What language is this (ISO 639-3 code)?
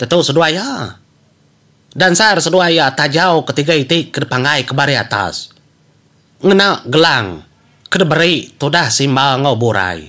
iba